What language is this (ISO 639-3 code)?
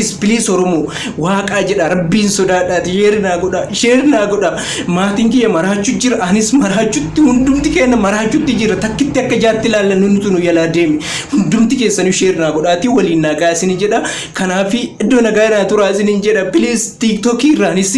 orm